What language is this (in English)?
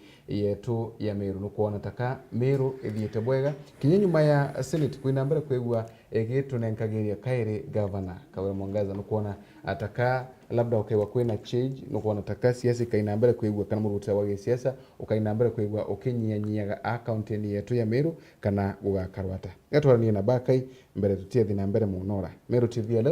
Meru